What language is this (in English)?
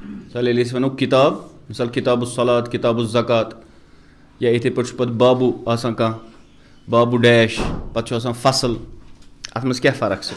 Kashmiri